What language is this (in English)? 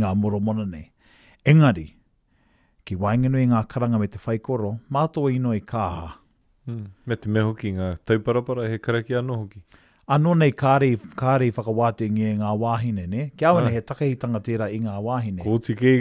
Māori